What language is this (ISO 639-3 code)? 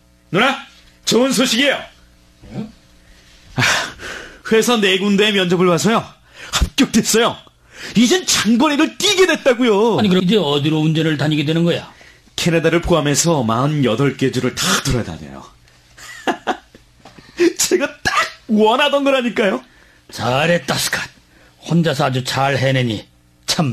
kor